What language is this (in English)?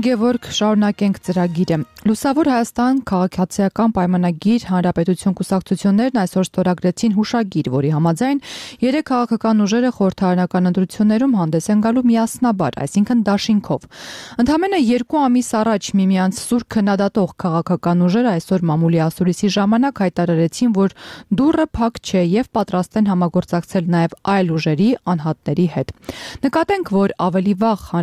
Armenian